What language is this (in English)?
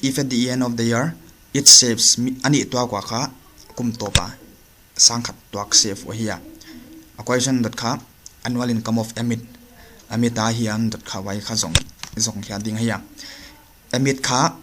Paite Chin